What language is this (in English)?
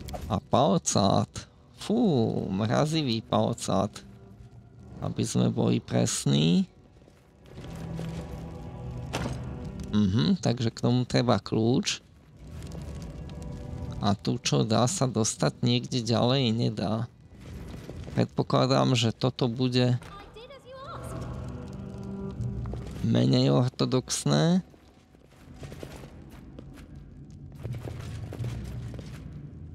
Slovak